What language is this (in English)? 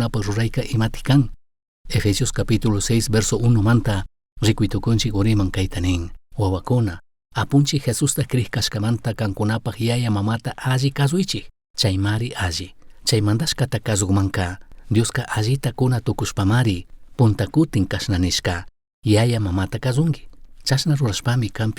Chimborazo Highland Quichua